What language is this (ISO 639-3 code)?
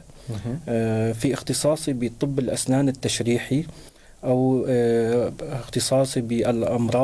apc